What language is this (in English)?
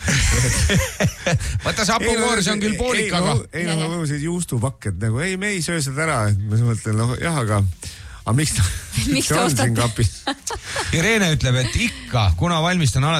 Estonian